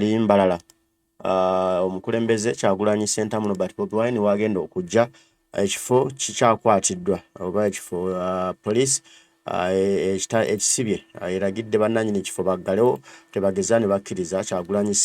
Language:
Ganda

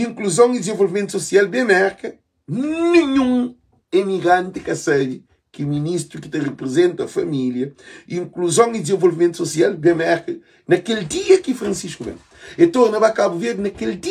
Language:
Kabuverdianu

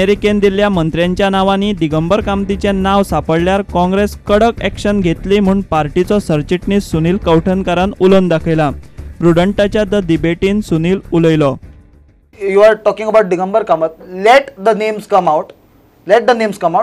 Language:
Konkani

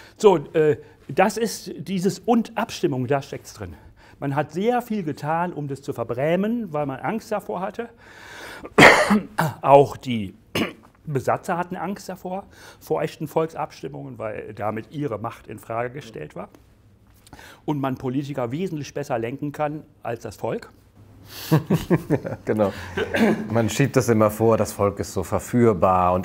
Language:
German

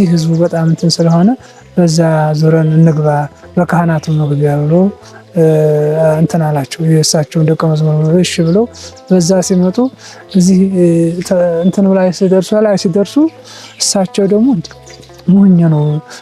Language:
Amharic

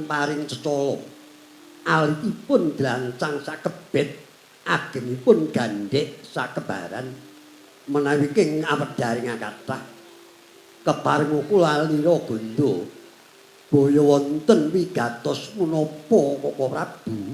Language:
Javanese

